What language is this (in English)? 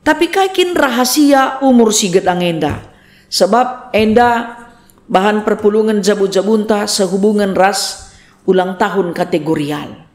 Batak Karo